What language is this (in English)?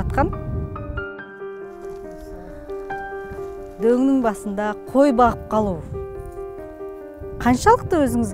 Kazakh